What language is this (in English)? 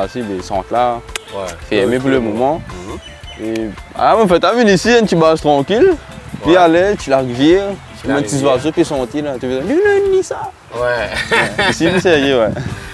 French